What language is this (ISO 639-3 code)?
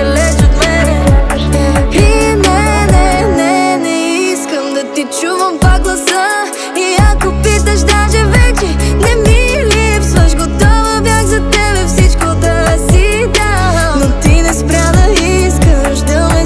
bul